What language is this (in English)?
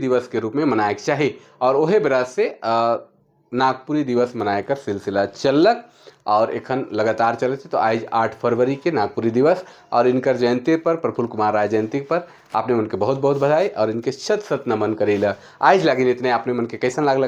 Sadri